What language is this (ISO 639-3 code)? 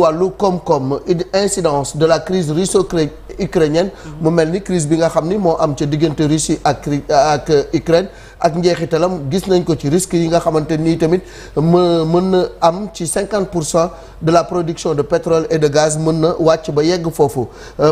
wol